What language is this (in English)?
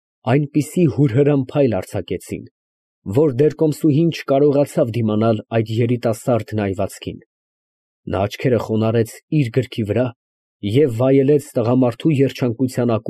Armenian